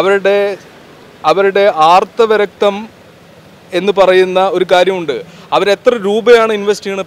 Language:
Malayalam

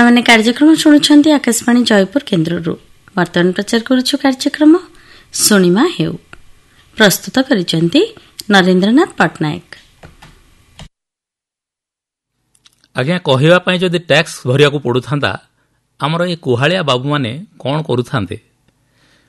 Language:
Odia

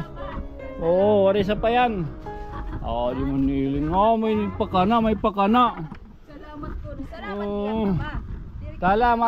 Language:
Waray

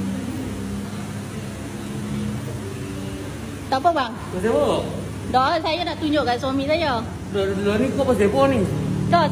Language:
Malay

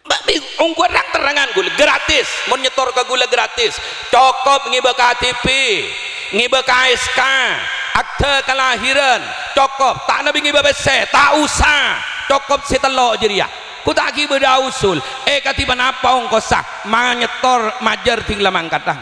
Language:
Madurese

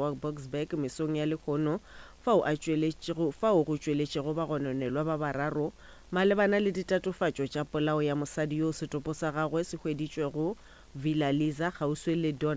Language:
Northern Sotho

